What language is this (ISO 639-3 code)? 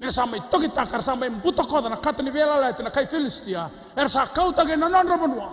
fij